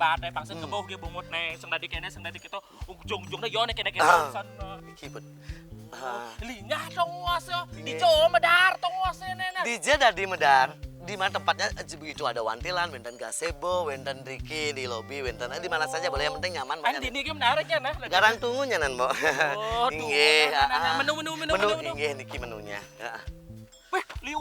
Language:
Balinese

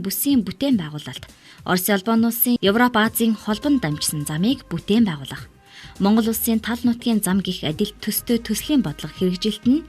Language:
Mongolian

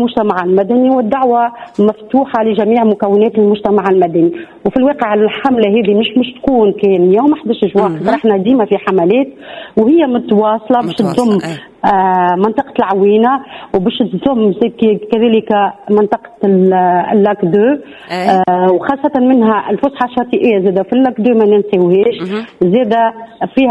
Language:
Tunisian Arabic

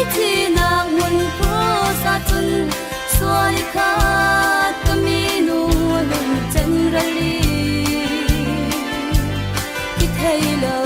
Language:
Falam Chin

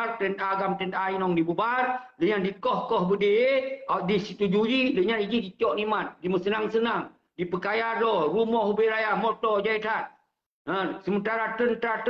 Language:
Achinese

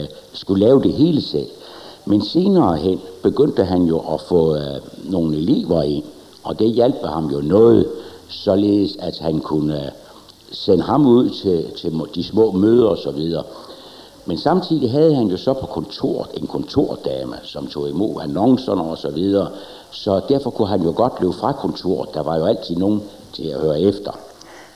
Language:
Danish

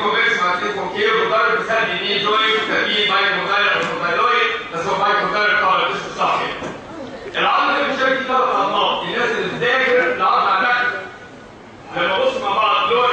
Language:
Egyptian Arabic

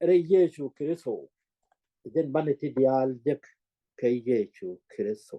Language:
Nuer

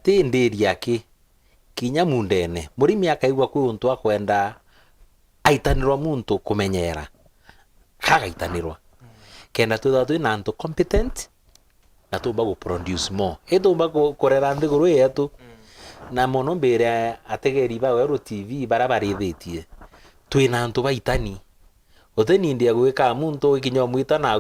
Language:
Meru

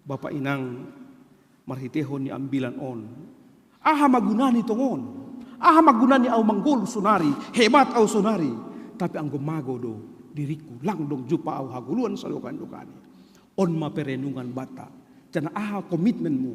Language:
Batak Simalungun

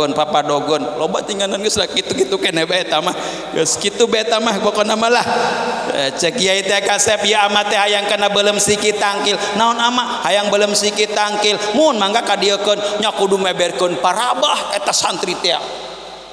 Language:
Sundanese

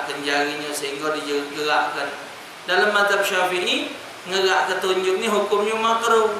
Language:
Musi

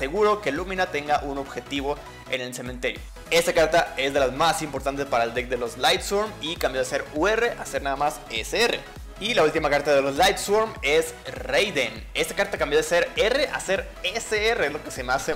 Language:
Spanish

